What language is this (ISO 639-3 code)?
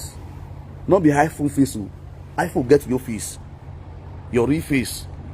pcm